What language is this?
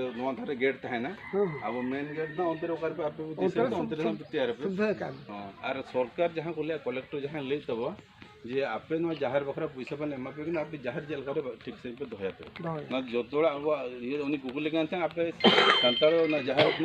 Santali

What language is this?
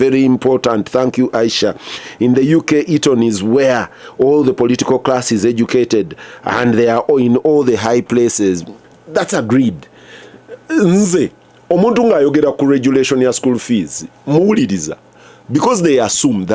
Ganda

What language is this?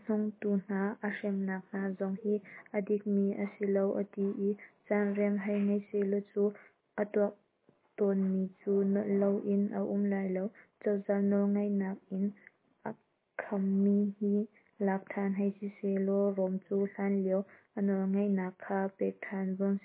Hakha Chin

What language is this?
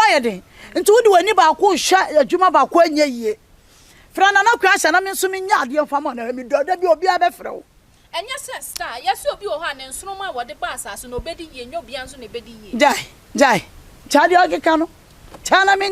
Akan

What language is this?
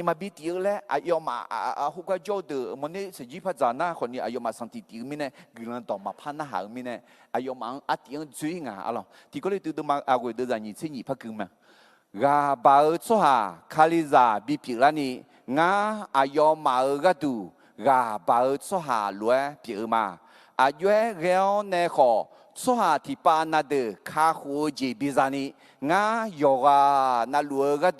Akha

